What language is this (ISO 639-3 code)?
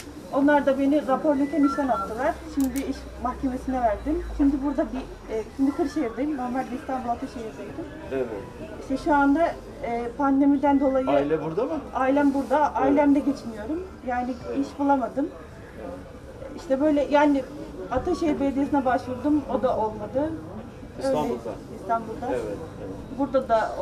tur